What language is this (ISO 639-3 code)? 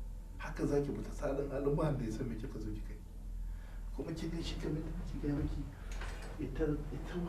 hau